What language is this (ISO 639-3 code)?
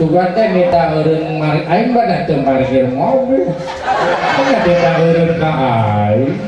sun